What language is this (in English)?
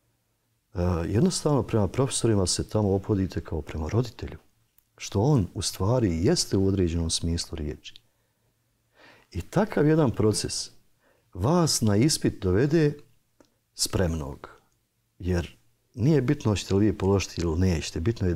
Bosnian